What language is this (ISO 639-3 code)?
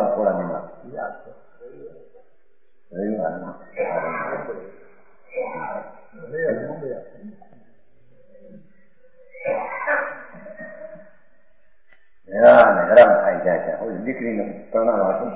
guj